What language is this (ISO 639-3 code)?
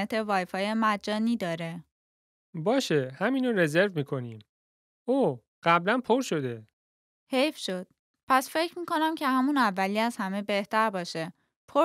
fas